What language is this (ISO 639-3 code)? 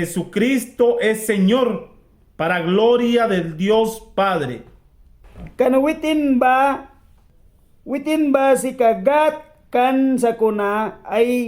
miq